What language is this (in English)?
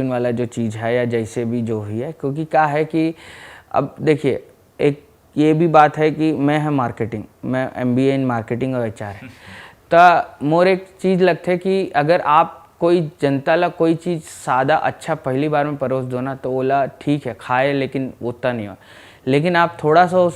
Chhattisgarhi